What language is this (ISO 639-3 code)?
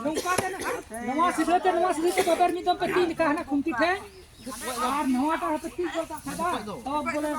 sat